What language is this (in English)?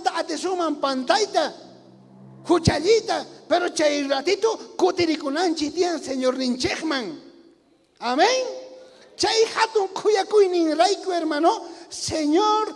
South Bolivian Quechua